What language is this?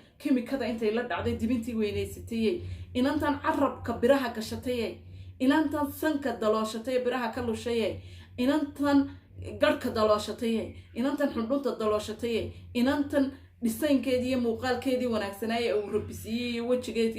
Somali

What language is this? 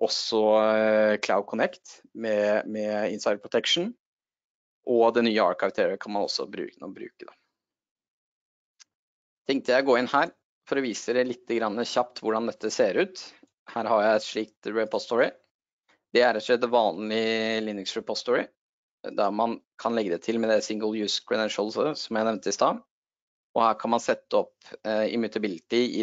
Norwegian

